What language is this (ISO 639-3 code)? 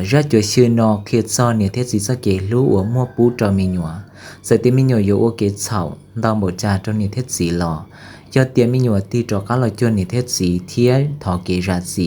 hmn